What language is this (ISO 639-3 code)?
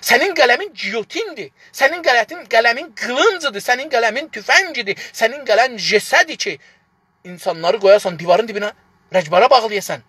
azb